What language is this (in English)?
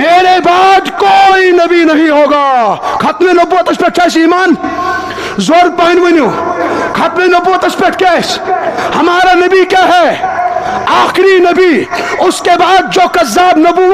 Kashmiri